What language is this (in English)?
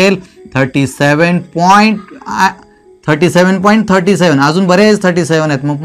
Marathi